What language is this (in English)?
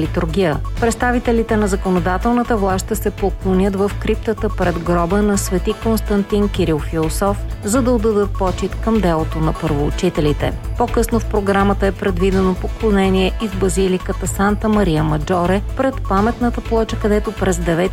Bulgarian